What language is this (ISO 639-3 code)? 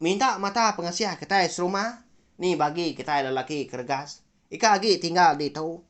iba